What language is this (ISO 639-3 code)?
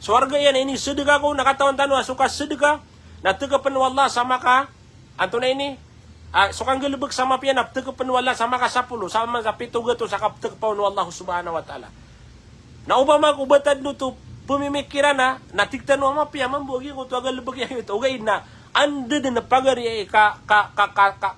mrw